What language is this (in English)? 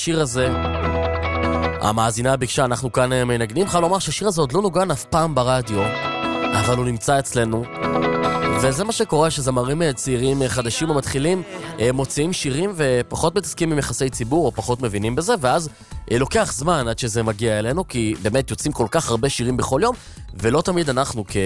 Hebrew